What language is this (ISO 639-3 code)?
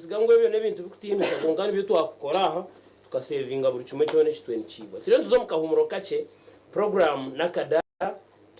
nyn